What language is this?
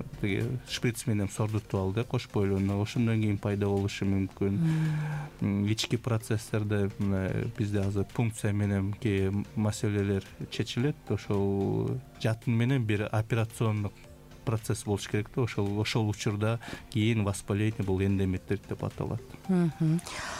Kyrgyz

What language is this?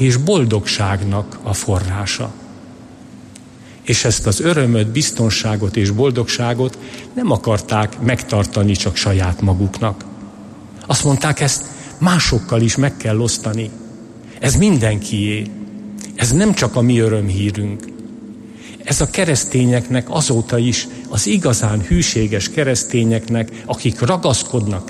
Hungarian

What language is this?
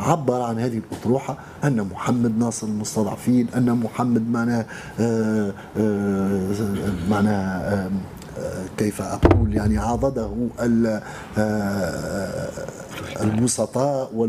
Tunisian Arabic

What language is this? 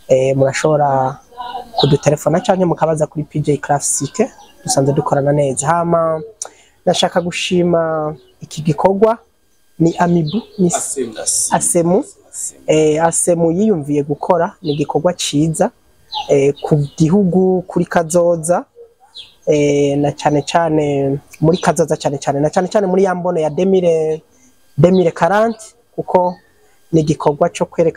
Rundi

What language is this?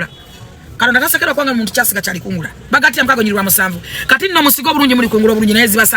Ganda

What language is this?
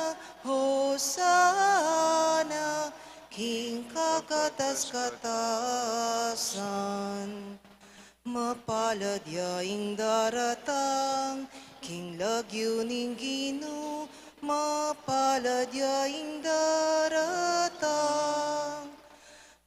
Pampanga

